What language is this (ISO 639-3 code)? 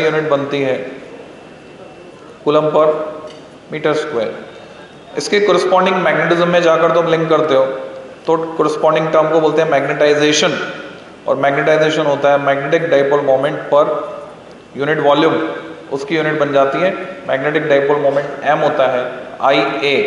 hin